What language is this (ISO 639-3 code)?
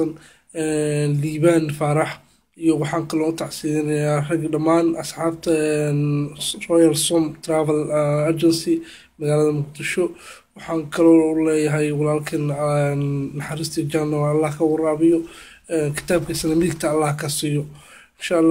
som